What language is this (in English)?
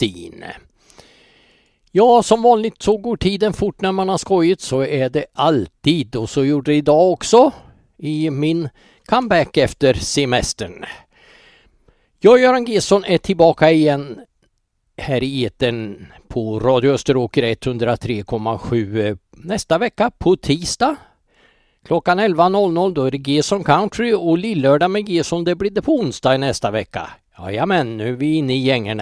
Swedish